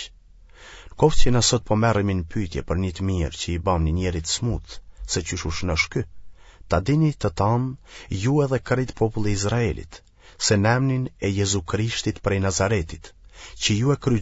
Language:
Albanian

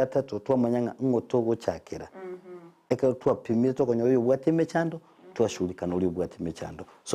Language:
Gusii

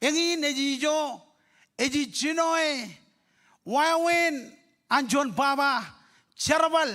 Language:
Marshallese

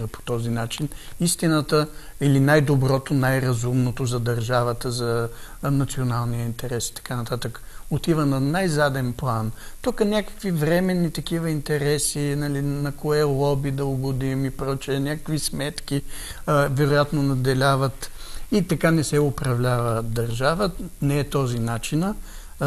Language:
Bulgarian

